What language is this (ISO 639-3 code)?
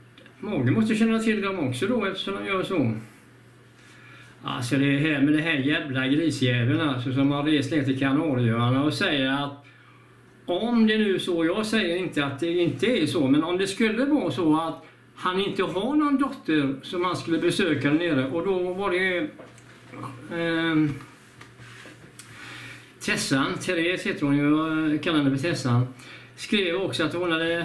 swe